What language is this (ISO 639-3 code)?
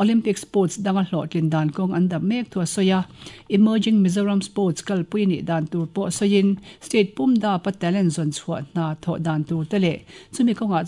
lus